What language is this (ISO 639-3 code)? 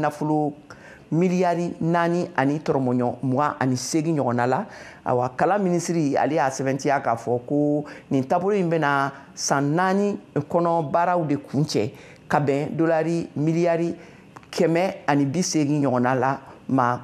bam